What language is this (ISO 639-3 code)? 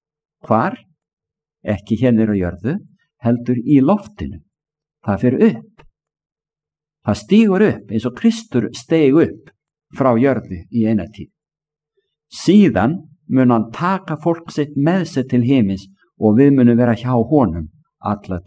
isl